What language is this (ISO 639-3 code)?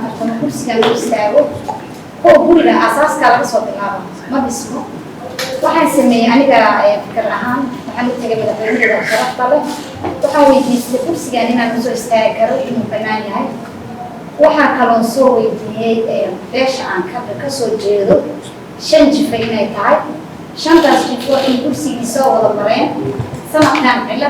som